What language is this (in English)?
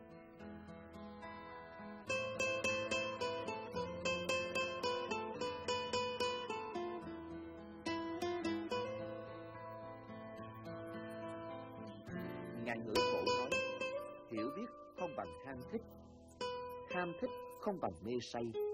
Vietnamese